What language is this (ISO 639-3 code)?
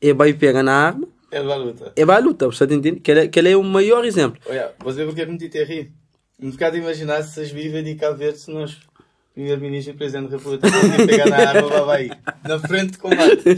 kea